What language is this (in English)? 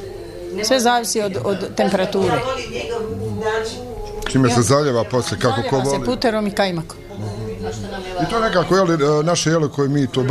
Bosnian